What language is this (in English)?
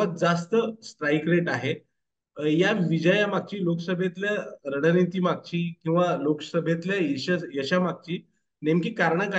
Marathi